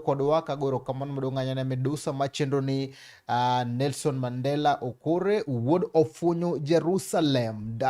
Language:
Luo (Kenya and Tanzania)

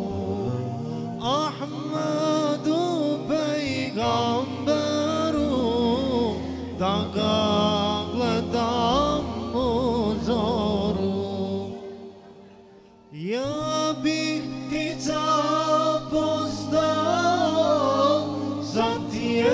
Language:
Bosnian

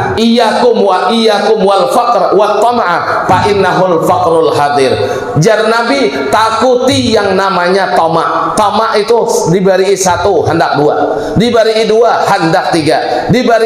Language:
Banjar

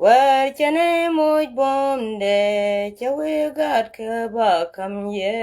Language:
Nuer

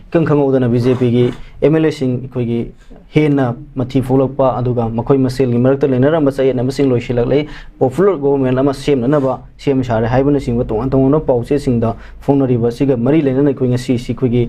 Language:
Manipuri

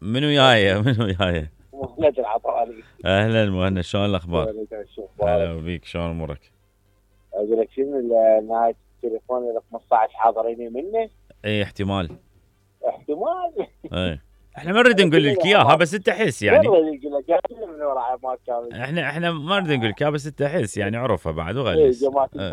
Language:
Mesopotamian Arabic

